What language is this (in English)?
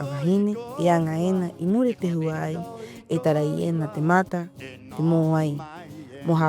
Rapanui